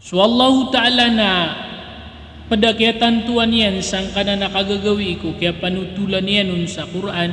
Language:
Maranao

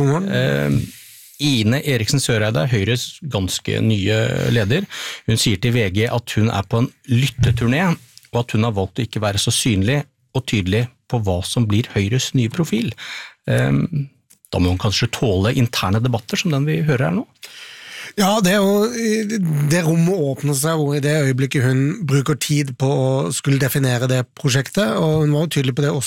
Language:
Norwegian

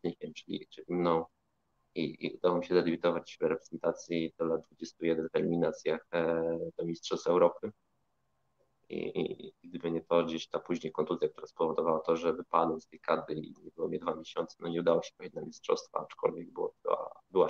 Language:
Polish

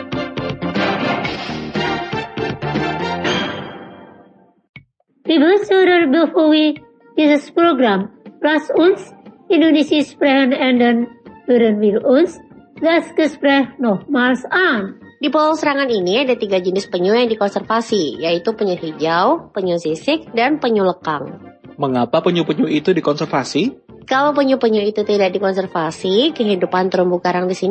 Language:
Indonesian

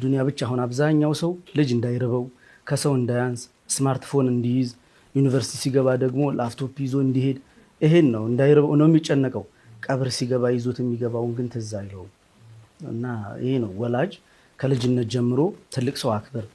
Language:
Amharic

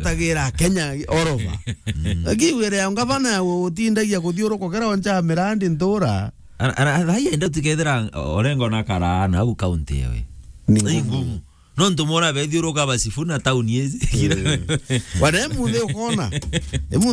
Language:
Meru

